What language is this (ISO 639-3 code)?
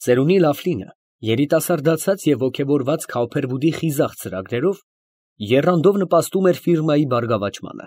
hye